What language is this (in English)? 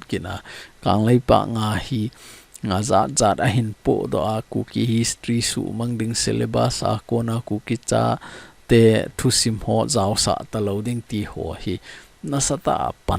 Thado Chin